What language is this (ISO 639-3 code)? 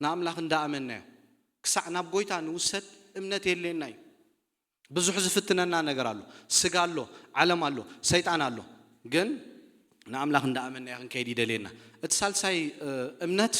tir